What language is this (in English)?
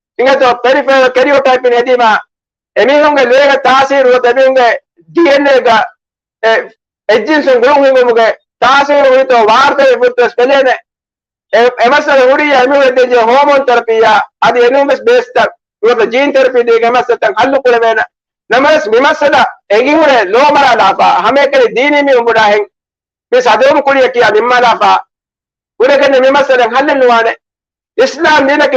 Divehi